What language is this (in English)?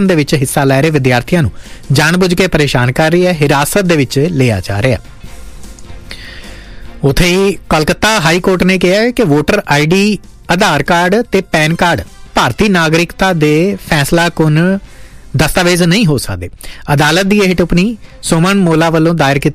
Punjabi